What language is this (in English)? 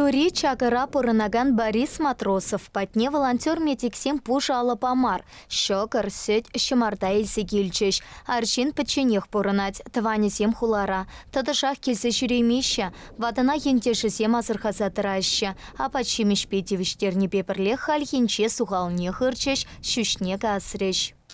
Chuvash